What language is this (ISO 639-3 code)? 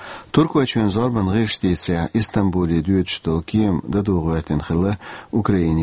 che